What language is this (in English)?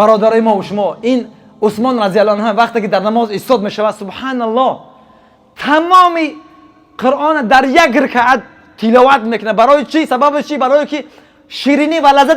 Tajik